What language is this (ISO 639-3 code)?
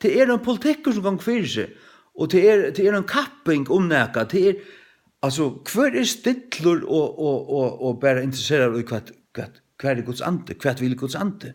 fao